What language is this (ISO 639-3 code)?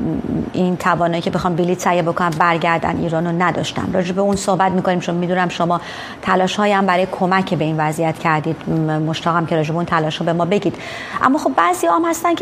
fas